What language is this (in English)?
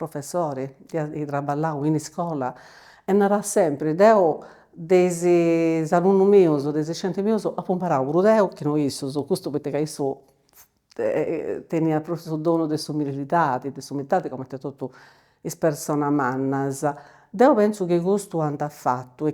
Sardinian